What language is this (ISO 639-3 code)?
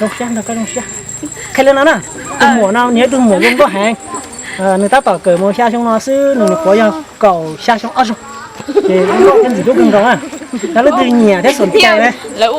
hmn